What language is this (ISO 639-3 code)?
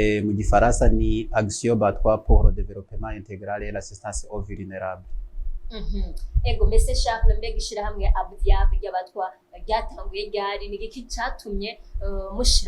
run